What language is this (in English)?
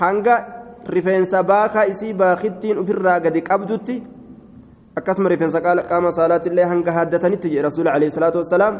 Oromo